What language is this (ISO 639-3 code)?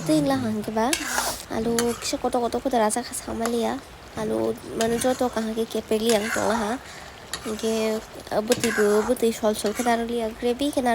trp